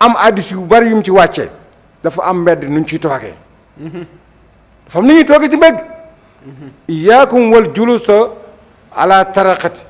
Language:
Wolof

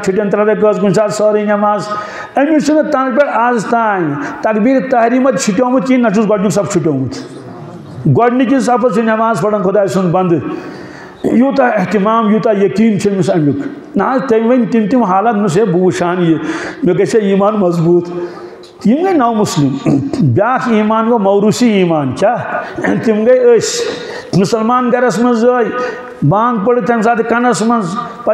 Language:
Kashmiri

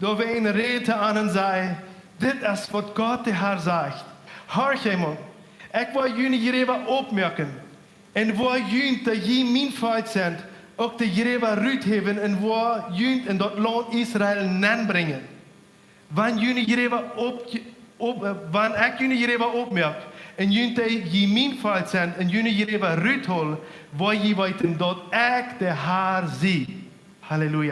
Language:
Plautdietsch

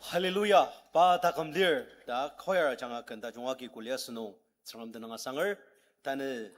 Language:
Ao Naga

